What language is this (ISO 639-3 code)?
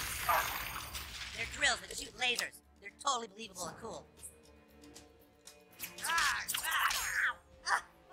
eng